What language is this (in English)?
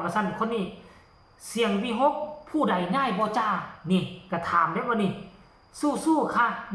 Lao